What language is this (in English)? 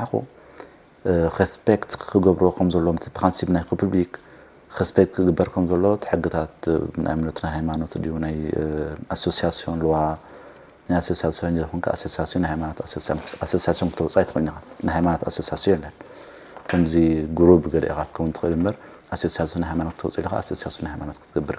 Tigrinya